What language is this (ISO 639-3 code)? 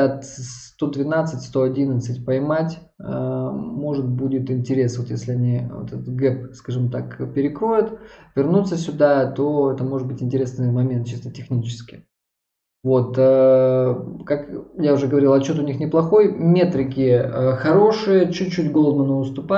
rus